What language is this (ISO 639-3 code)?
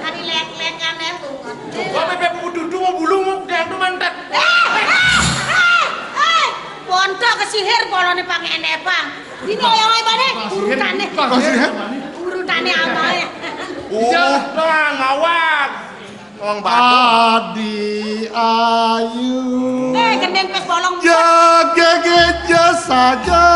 ban